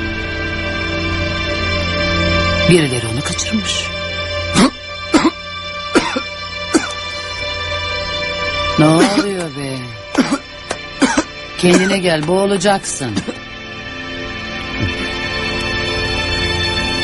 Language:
Turkish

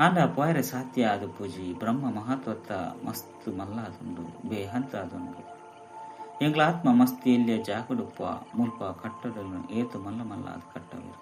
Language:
Tulu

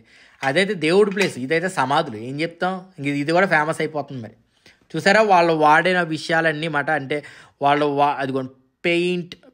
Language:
Telugu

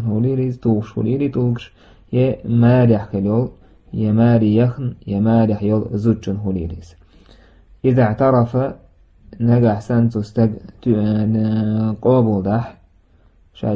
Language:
Chechen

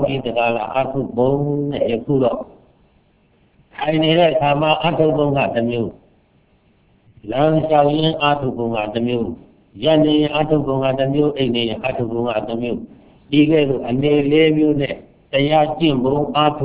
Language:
Burmese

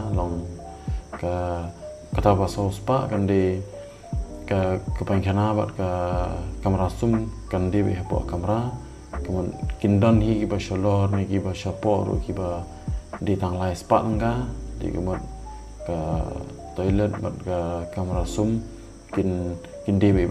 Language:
Khasi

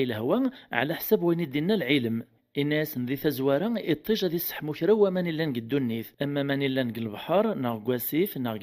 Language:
Kabyle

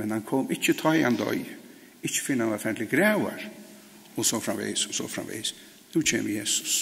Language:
Faroese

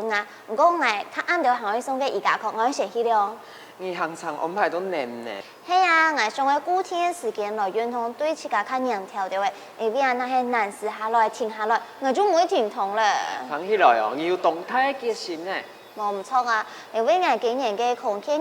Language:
Hakka Chinese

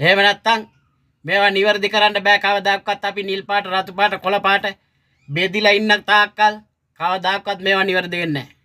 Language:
Sinhala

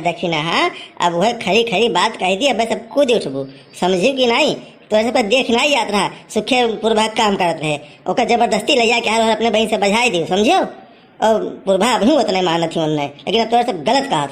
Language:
Awadhi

